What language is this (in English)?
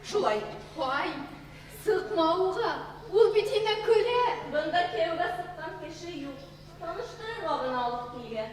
Bashkir